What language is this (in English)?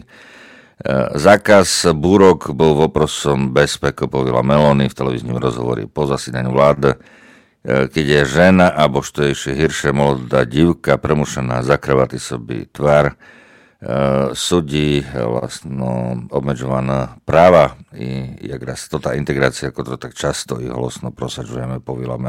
Rusyn